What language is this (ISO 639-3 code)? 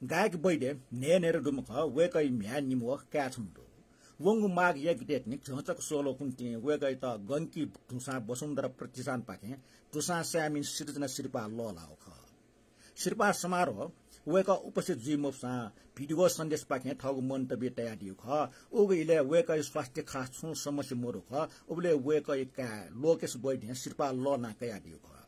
new